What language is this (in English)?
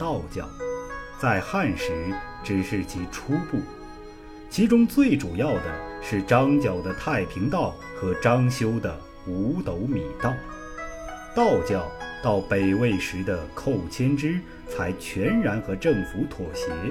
Chinese